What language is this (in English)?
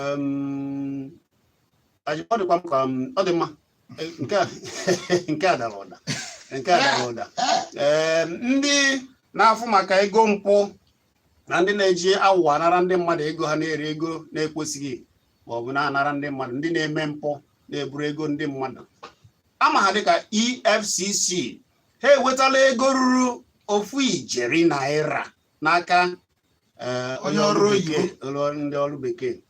Igbo